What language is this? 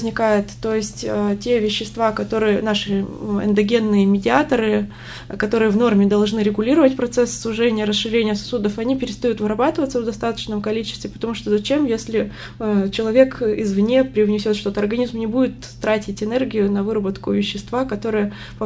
Russian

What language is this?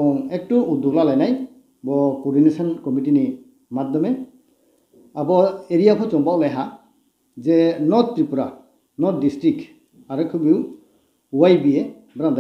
Riang (India)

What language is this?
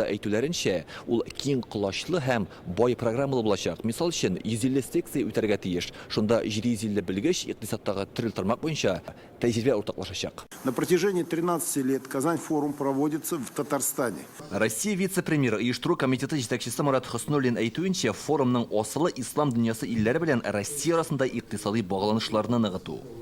Tatar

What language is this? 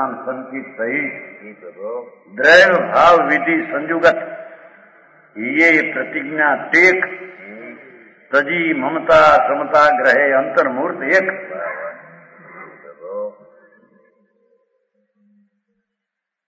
Gujarati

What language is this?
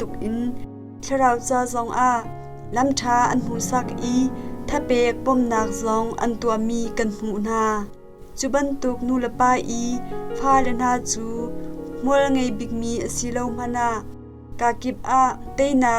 Hakha Chin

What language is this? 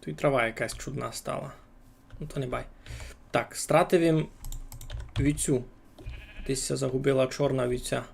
Rusyn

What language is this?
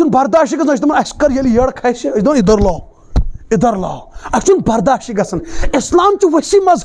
Kashmiri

